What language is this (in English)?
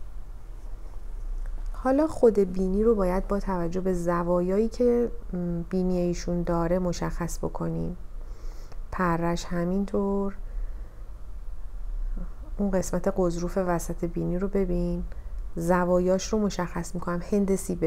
Persian